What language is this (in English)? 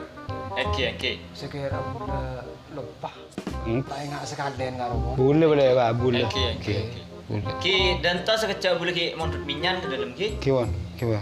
Madurese